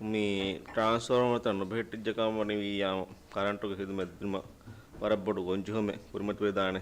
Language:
Divehi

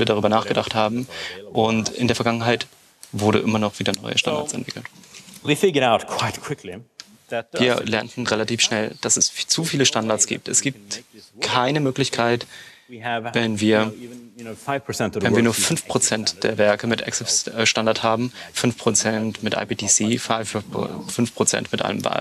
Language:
German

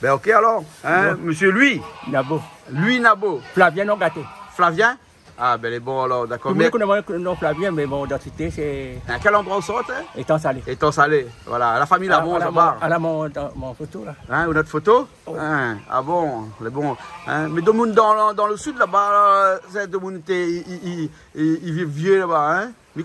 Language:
Réunion Creole French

